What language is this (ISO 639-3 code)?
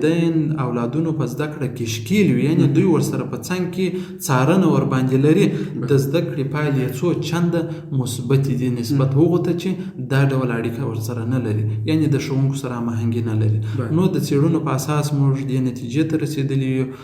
pus